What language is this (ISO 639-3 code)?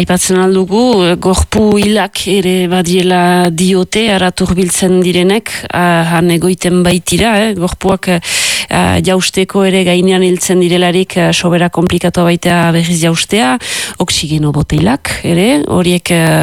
eus